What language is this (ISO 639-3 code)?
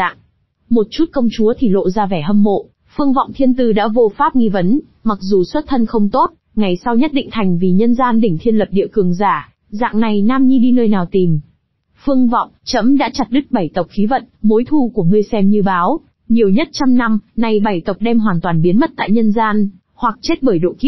vie